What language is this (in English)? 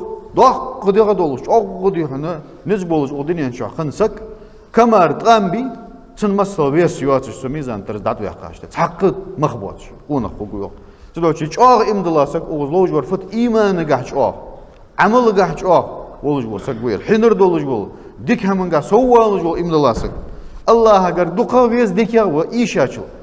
Ingush